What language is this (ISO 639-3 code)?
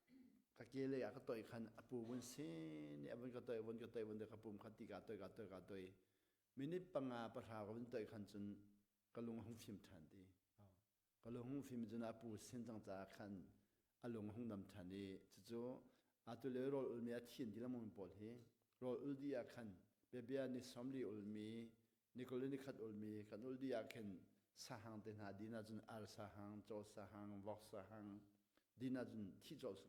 cnh